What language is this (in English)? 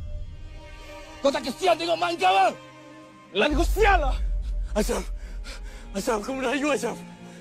Malay